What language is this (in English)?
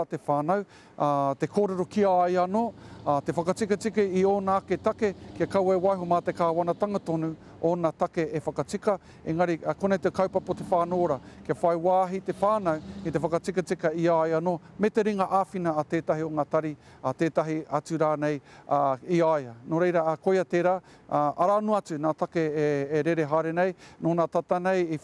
Māori